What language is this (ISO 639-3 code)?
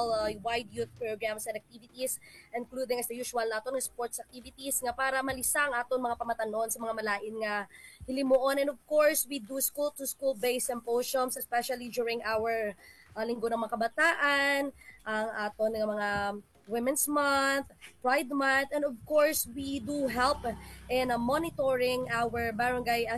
hil